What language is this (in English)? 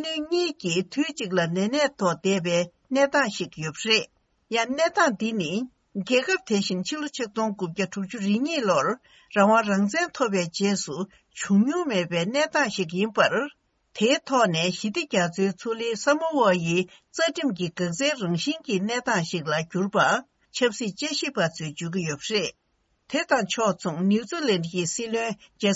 Tibetan